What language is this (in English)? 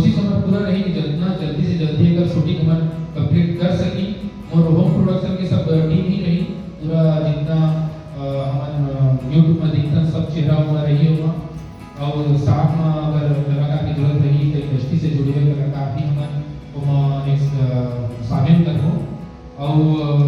Chhattisgarhi